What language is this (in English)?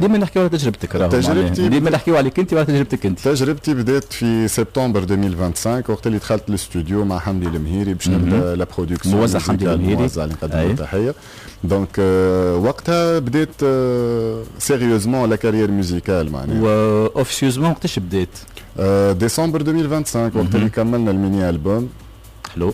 Tunisian Arabic